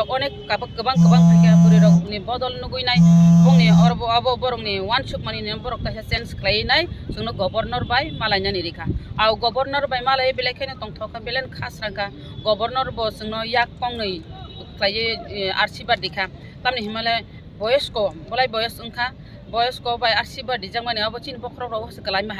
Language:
Kok Borok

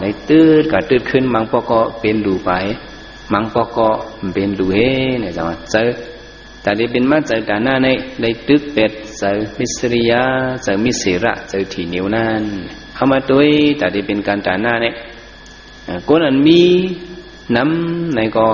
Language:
Shan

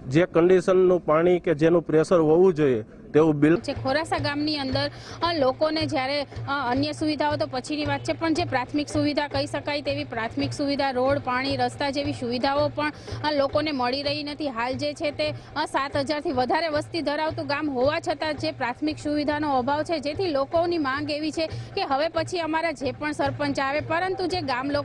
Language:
Gujarati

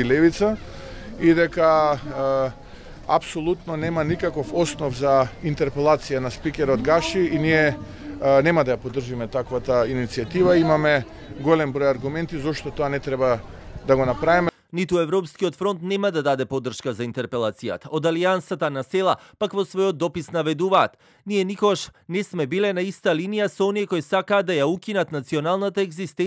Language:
Macedonian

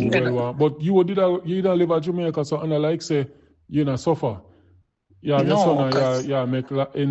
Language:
Jamaican Creole English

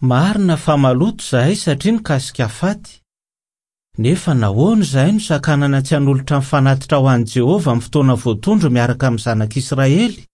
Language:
Malagasy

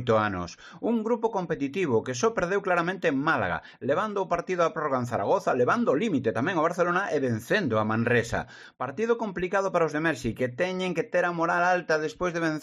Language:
Galician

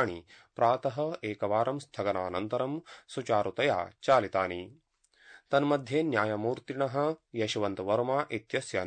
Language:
Sanskrit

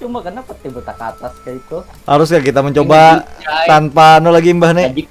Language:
Banjar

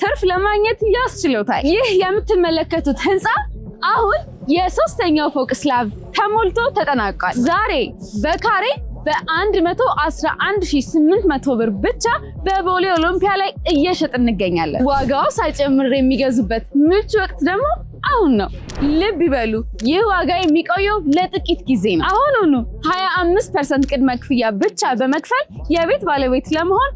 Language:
Amharic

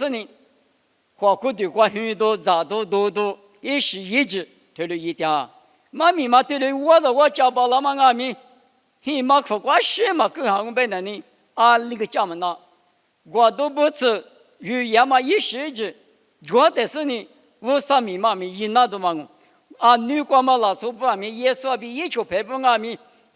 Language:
Lisu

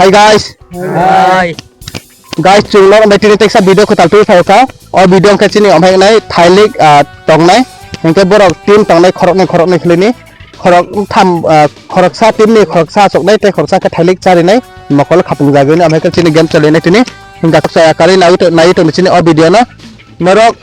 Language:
Kok Borok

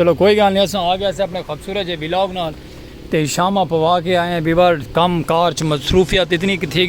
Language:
Saraiki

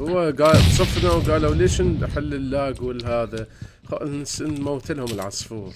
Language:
Mesopotamian Arabic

